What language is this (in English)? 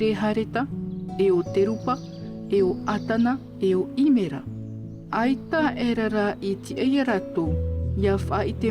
Tahitian